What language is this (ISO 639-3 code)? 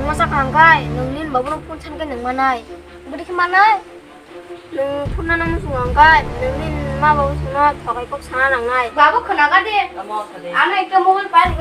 trp